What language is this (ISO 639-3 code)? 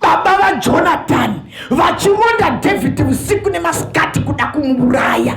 sna